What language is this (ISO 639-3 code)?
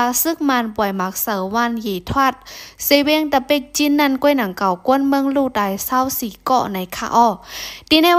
shn